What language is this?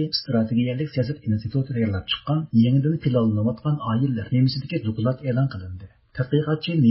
Uyghur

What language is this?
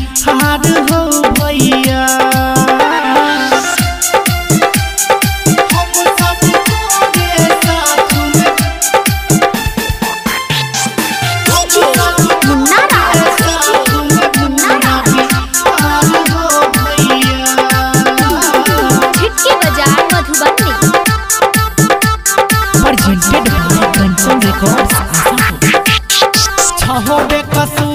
Bhojpuri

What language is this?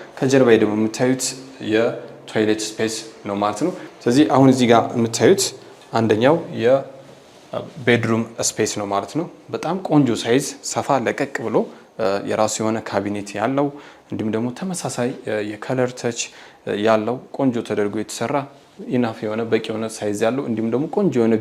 Amharic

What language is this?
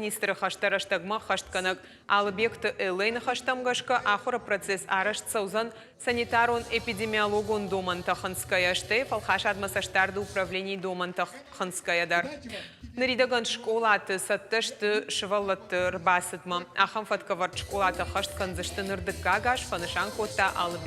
Ossetic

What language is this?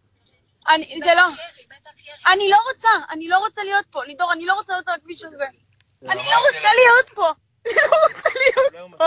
Hebrew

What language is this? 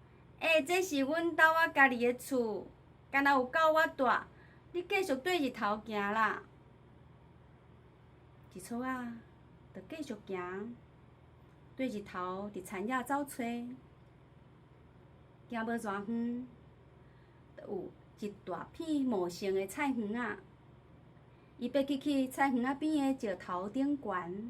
Min Nan Chinese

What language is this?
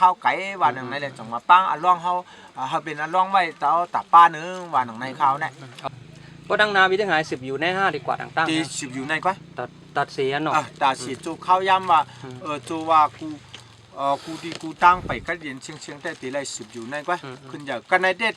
Shan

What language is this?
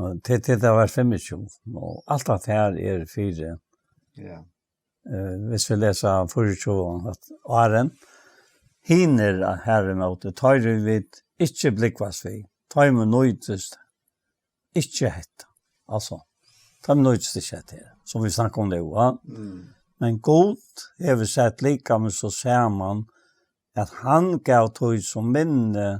Faroese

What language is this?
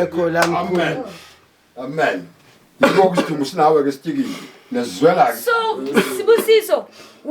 Zulu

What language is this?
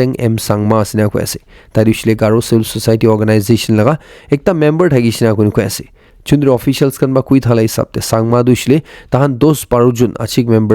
Naga Pidgin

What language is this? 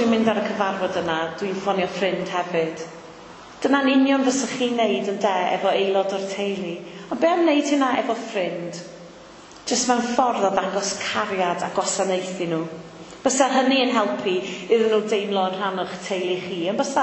Welsh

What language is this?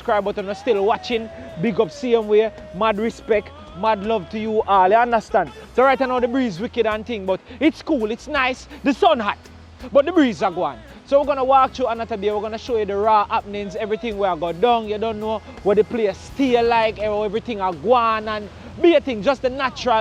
Jamaican Creole English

